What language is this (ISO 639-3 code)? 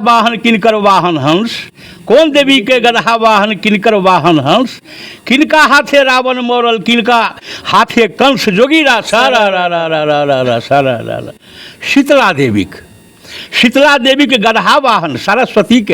mai